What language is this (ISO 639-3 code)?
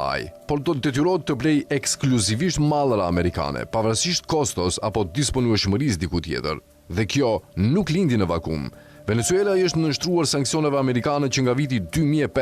sqi